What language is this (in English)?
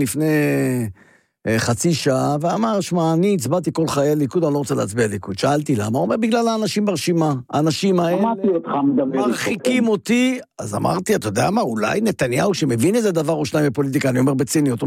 Hebrew